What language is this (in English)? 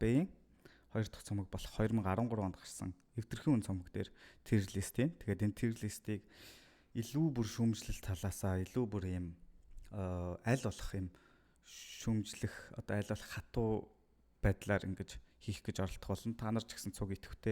Mongolian